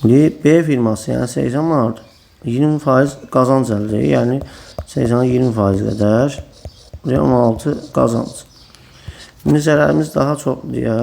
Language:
Azerbaijani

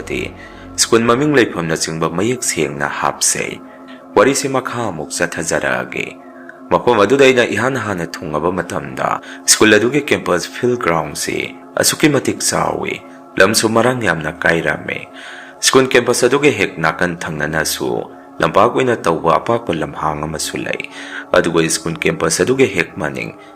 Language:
Manipuri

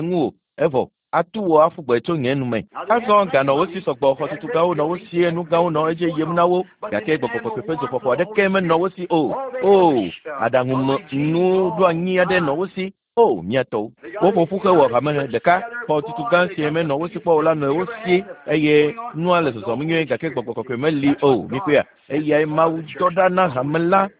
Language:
Ewe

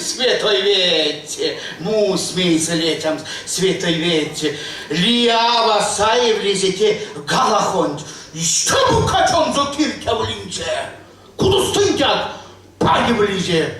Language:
Erzya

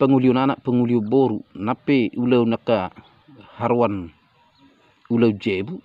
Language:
Batak Toba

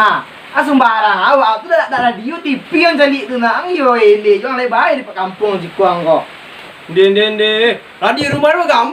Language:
Minangkabau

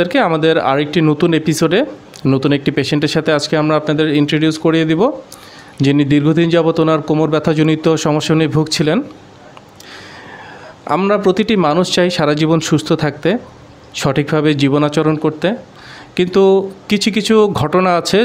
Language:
Bangla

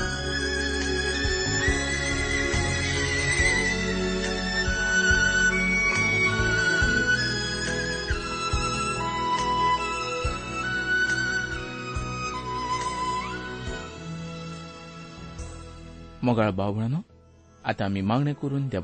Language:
Konkani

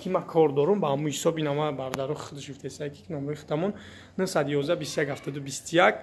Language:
Tajik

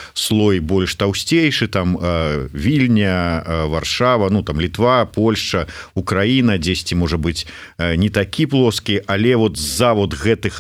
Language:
Belarusian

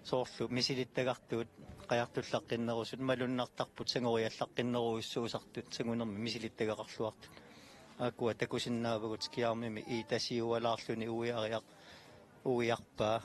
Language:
Kalaallisut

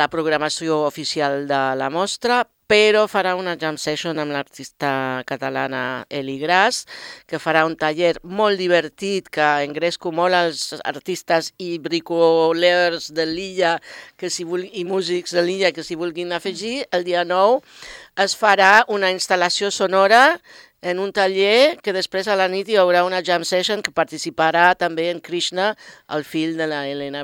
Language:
Catalan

